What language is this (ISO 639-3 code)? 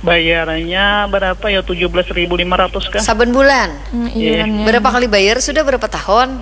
bjn